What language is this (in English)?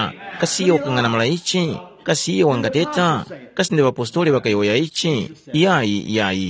Tumbuka